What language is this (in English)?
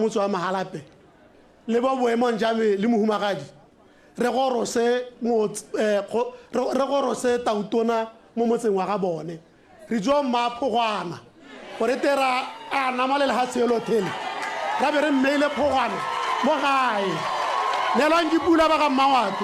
Tswana